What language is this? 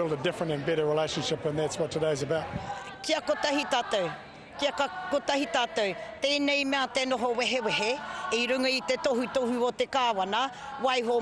Māori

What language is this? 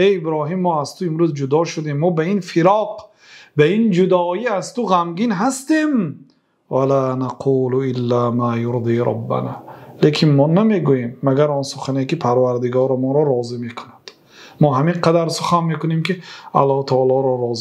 Persian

